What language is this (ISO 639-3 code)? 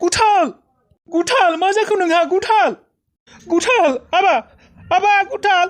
brx